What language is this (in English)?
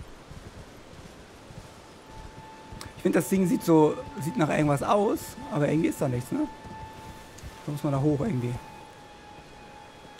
German